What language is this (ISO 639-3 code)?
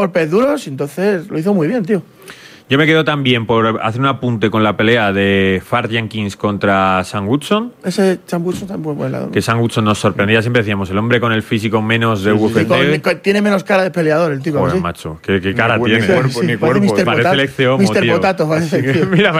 spa